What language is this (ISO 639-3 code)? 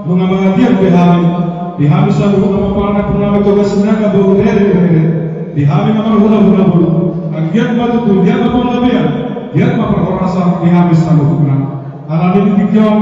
bbc